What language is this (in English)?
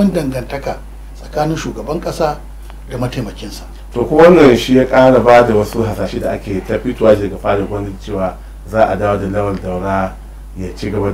Hausa